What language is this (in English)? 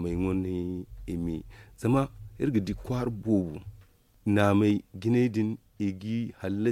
Zarma